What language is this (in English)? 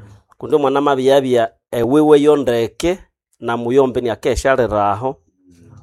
Nande